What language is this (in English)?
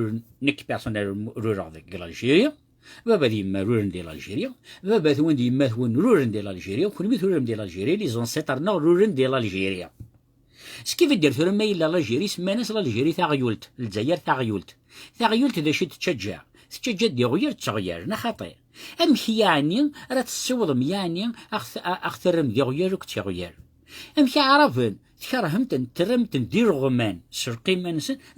Kabyle